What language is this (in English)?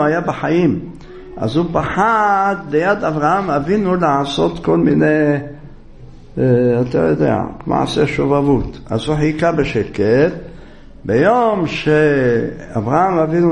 Hebrew